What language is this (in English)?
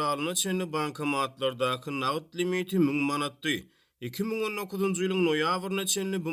Turkmen